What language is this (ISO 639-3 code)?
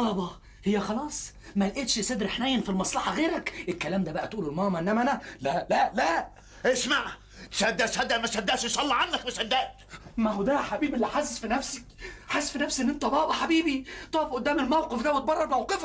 arz